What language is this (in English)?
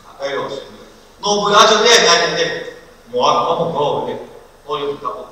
Lahu